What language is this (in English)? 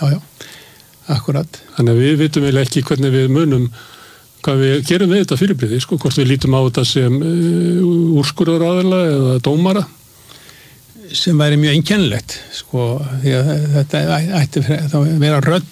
Icelandic